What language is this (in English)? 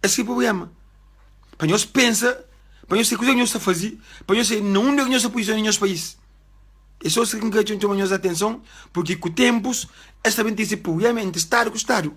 Kabuverdianu